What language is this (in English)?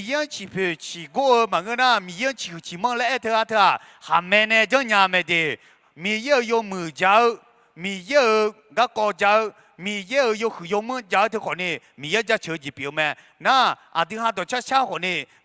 Akha